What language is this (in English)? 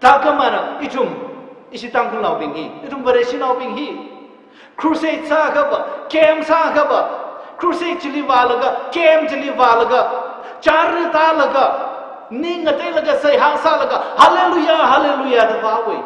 Tangkhul Naga (India)